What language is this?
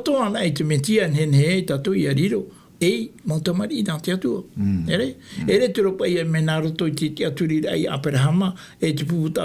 Tahitian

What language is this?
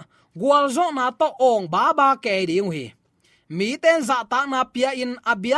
Tedim Chin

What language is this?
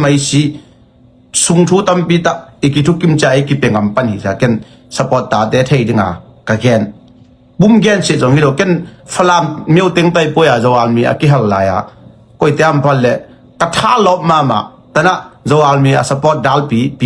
Tedim Chin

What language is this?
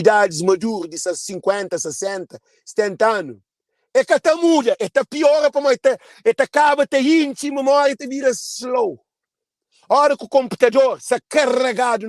Kabuverdianu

